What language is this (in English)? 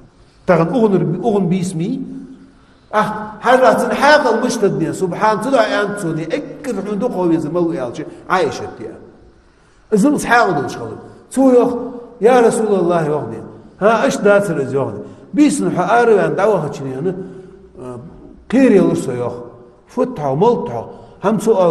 Ingush